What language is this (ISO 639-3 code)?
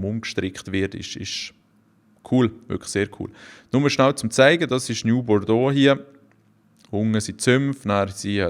gsw